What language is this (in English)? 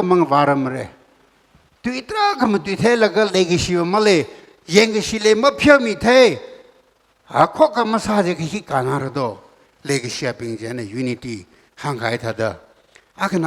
Tangkhul Naga (India)